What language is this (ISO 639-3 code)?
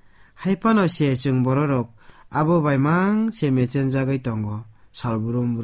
trp